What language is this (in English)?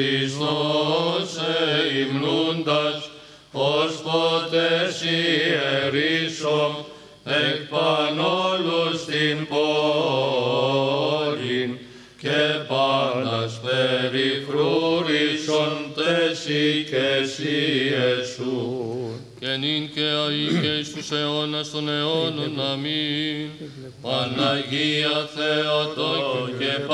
Greek